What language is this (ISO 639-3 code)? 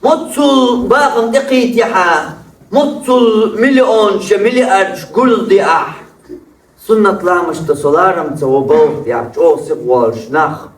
che